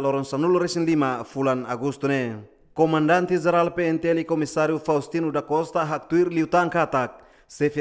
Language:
Tetum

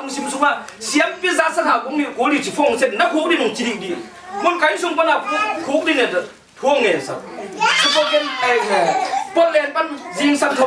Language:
Tedim Chin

